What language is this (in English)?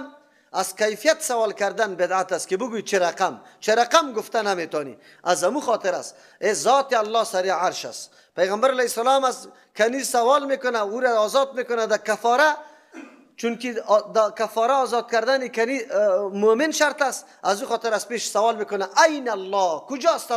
Persian